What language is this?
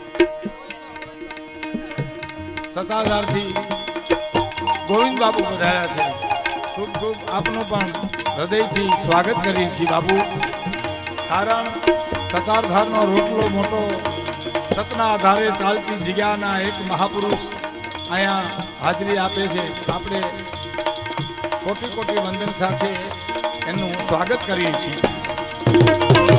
Gujarati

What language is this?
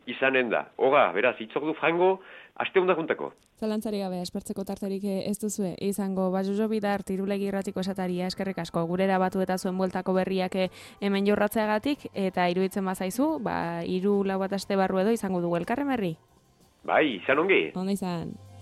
Basque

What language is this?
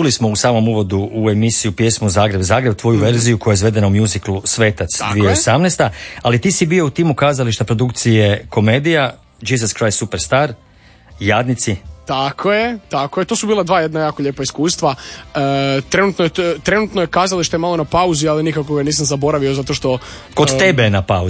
Croatian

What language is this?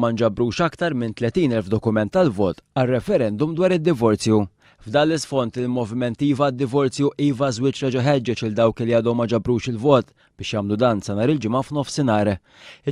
Maltese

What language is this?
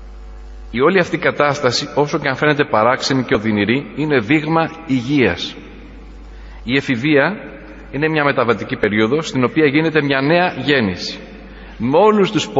Greek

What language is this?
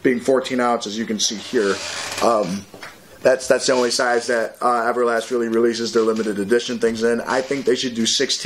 English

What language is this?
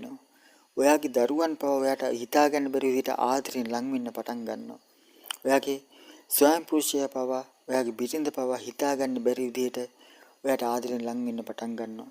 Sinhala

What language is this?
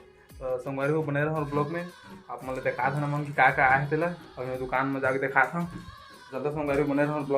Chhattisgarhi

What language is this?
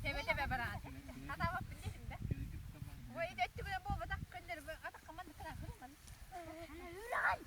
Yakut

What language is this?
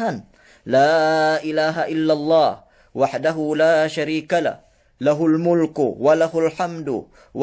Yakan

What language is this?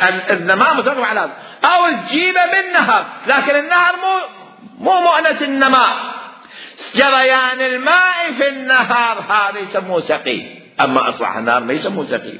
Mesopotamian Arabic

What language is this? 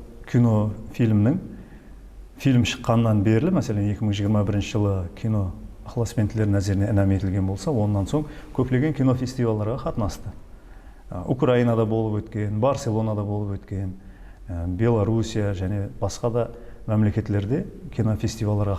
Kara-Kalpak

